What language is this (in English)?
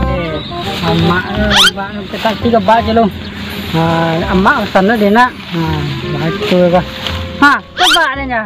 Minangkabau